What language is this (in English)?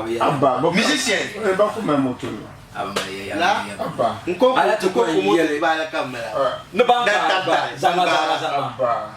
Dagbani